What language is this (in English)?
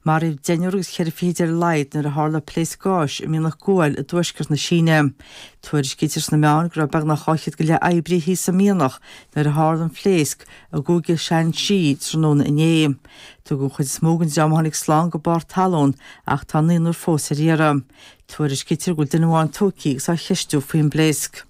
Irish